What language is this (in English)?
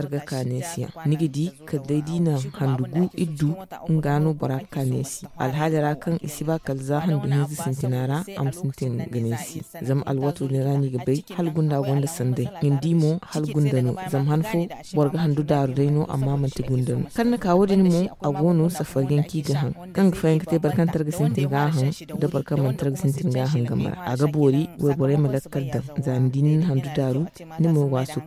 Zarma